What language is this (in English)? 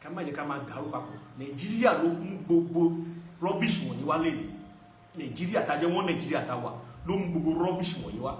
Yoruba